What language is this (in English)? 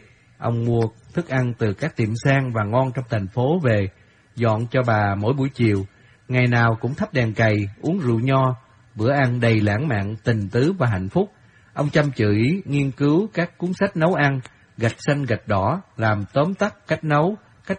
Vietnamese